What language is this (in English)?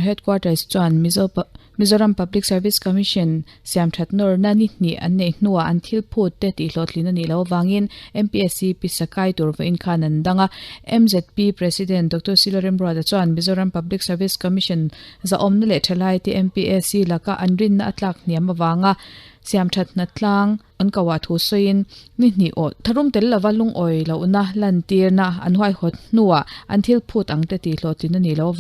Mizo